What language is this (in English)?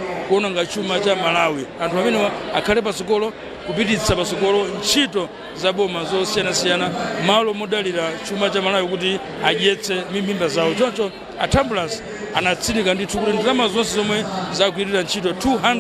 Nyanja